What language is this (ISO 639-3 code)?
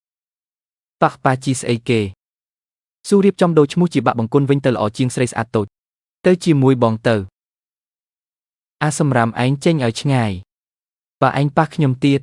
khm